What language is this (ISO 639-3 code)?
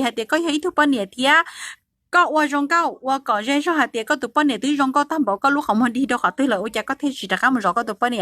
hmn